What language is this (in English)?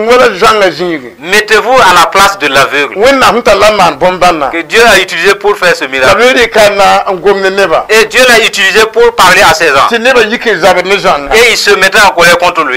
Mossi